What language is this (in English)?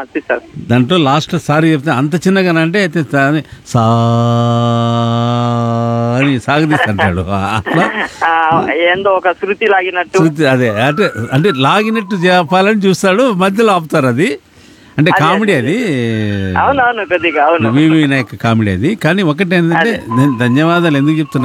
Telugu